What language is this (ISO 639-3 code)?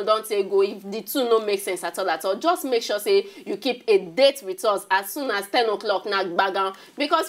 pcm